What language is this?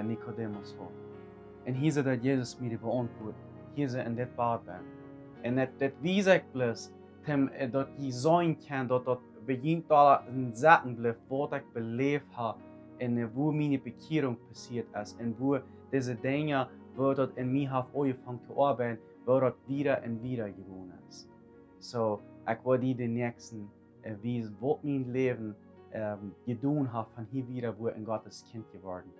Plautdietsch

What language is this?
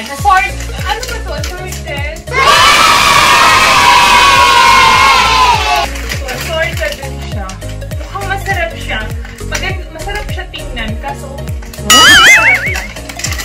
Filipino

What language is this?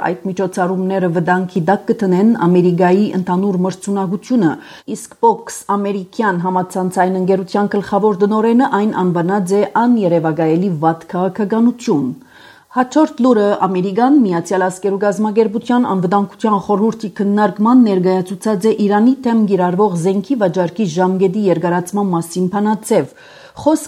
Armenian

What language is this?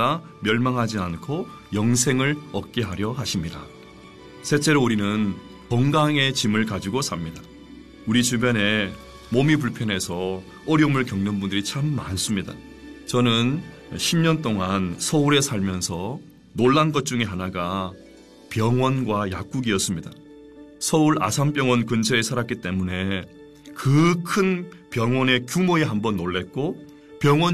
Korean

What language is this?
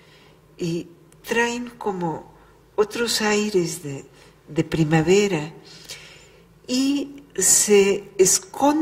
Spanish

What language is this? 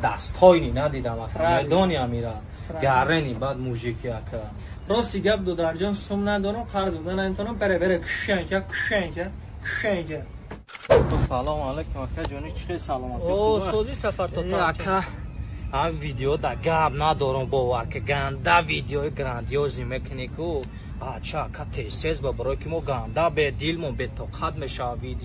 Tajik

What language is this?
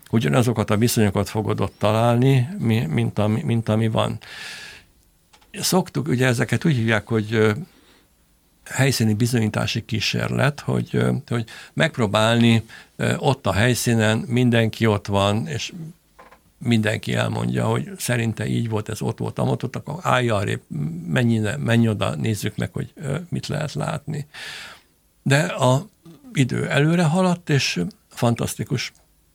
Hungarian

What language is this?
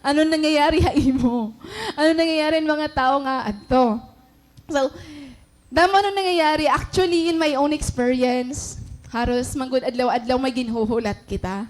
Waray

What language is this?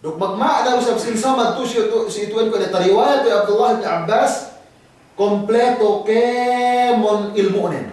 Yakan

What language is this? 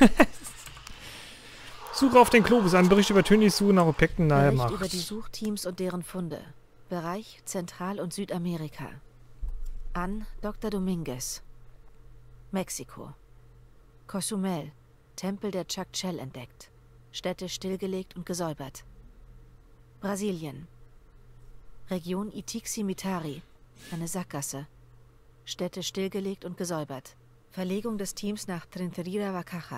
German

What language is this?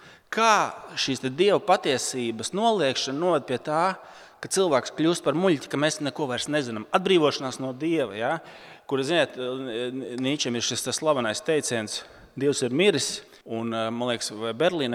Latvian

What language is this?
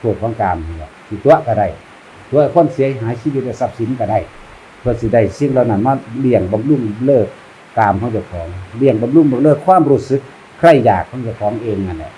Northeastern Thai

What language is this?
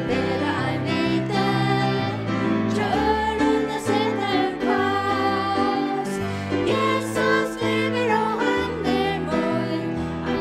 Faroese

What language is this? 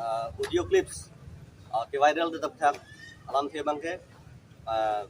Karbi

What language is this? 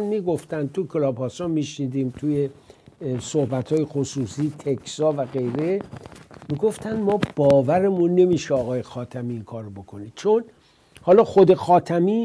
Persian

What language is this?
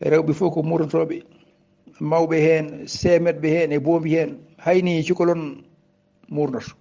Fula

